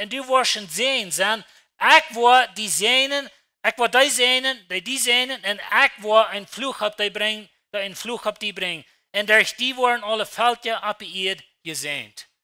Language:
Plautdietsch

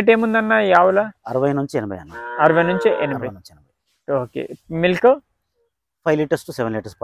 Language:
Telugu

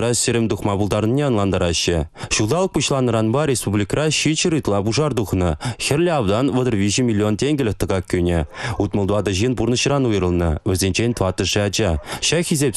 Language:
Chuvash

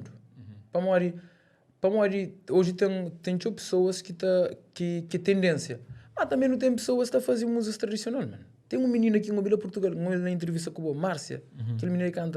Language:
Kabuverdianu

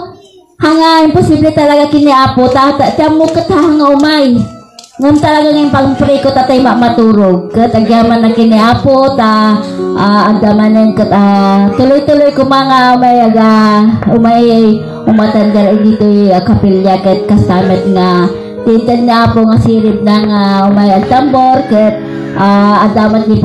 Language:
Iloko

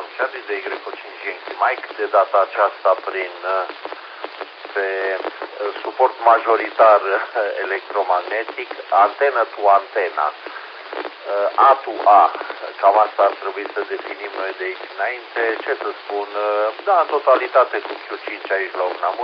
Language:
Romanian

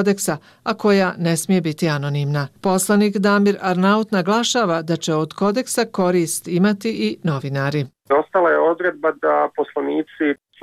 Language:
Bosnian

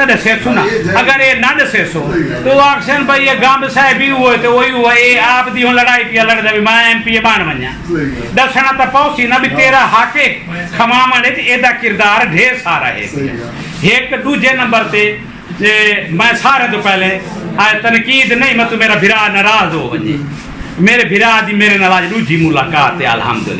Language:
Saraiki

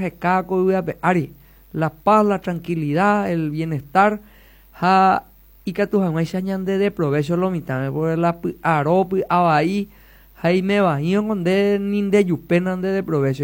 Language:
Guarani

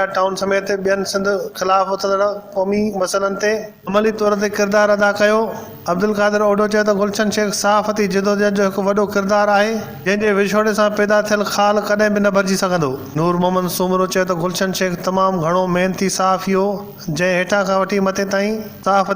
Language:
Sindhi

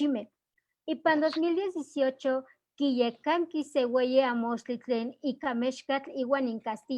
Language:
Eastern Huasteca Nahuatl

